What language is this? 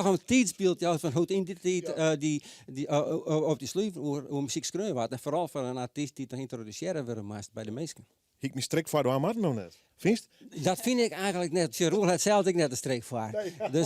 Western Frisian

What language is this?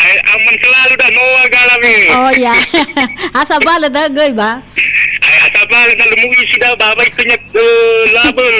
Nias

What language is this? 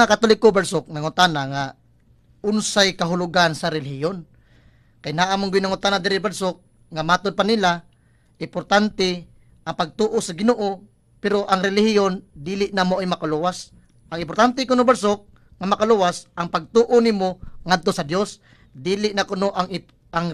Cebuano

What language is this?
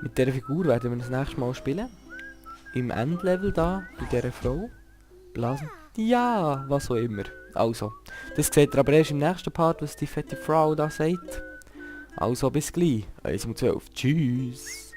Swiss German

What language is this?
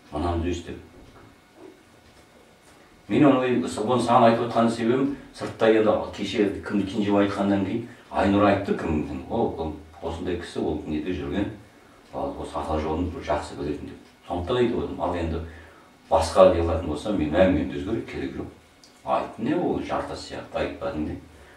Kazakh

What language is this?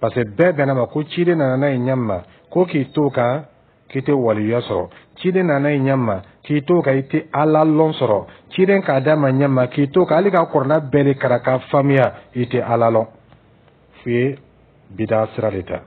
Dyula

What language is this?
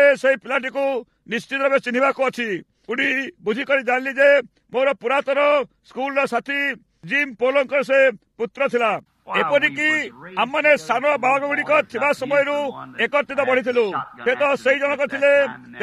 Odia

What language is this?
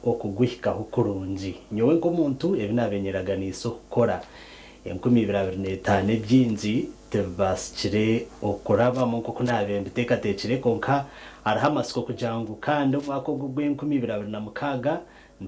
Nyankole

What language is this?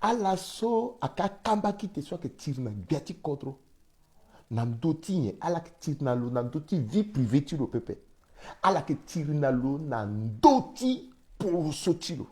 Sango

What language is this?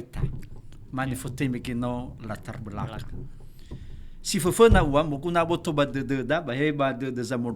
Nias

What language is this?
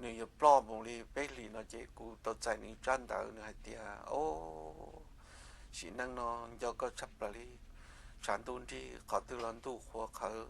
Hmong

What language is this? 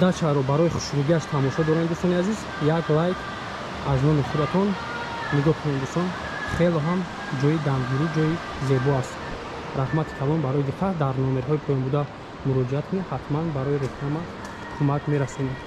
Tajik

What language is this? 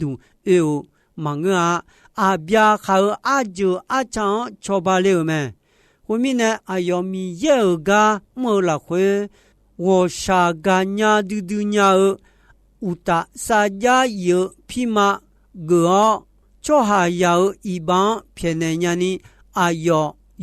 Akha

